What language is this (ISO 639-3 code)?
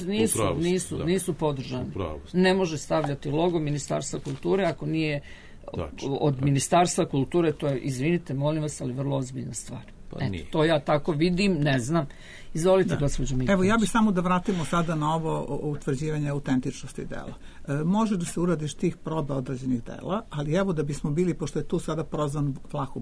srp